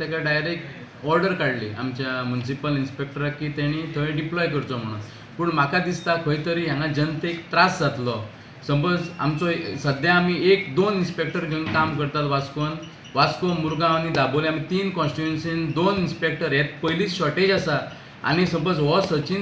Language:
Konkani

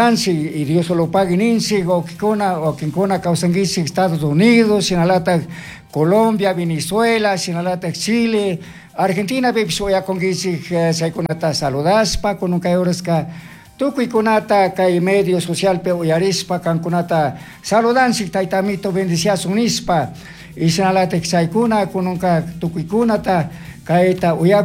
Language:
Chimborazo Highland Quichua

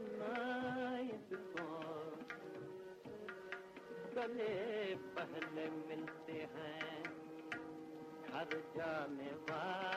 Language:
Hindi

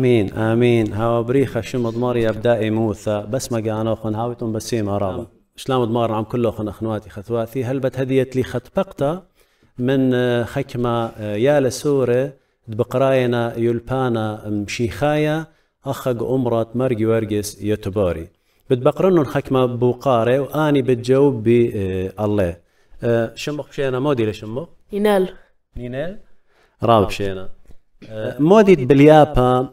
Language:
Assyrian Neo-Aramaic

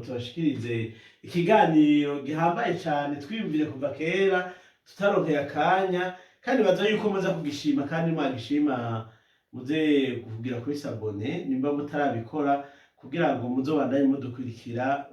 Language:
Rundi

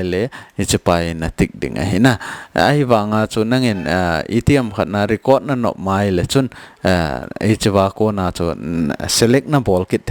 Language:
Thado Chin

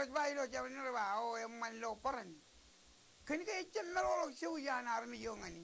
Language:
Marshallese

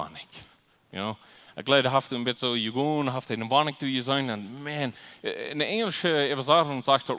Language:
Plautdietsch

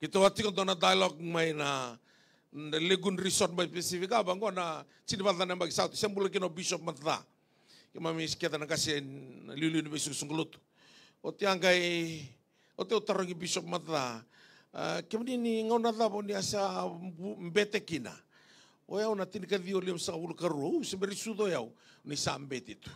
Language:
Fijian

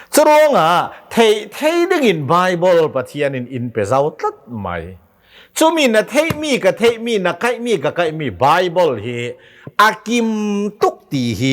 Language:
Hakha Chin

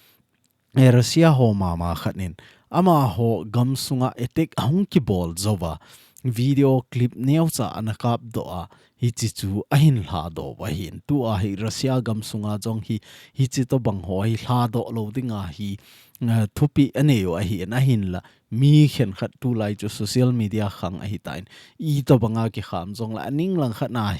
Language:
Thado Chin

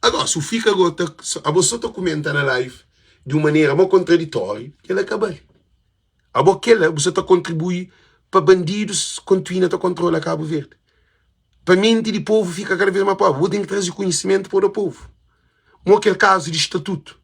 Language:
Kabuverdianu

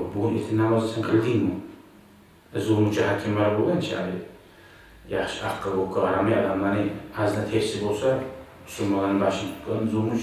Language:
Kumyk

